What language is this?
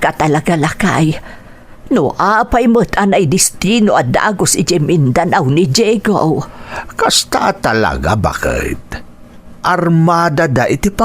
Iloko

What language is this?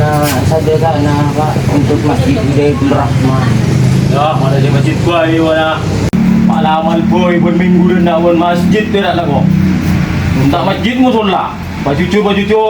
Madurese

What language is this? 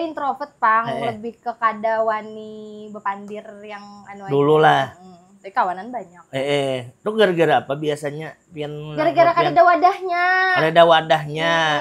Banjar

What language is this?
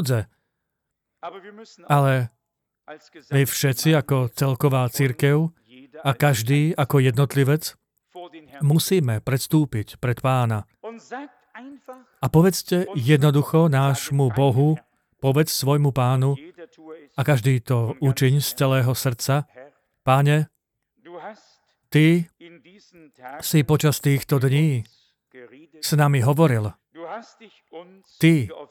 Slovak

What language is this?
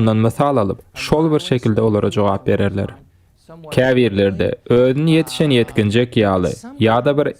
Turkmen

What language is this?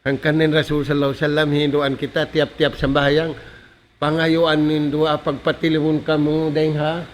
Tausug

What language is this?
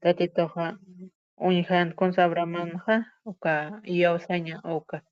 Aymara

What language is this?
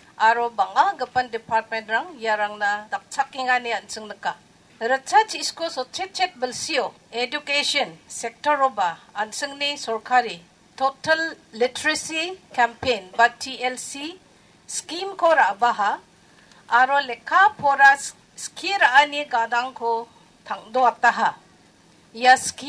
Garo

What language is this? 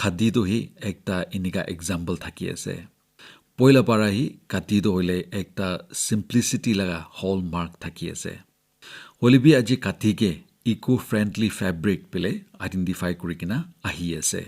Naga Pidgin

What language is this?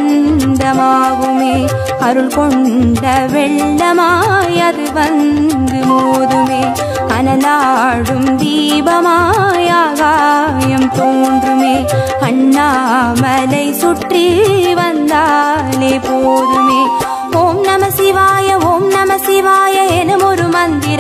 Tamil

